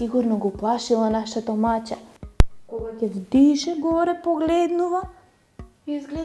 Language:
Macedonian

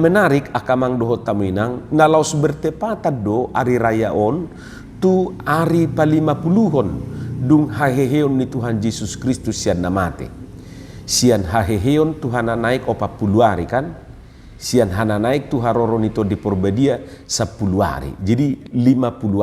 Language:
Batak Toba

